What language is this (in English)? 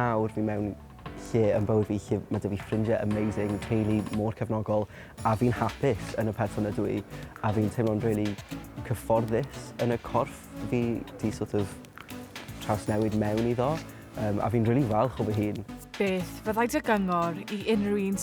Welsh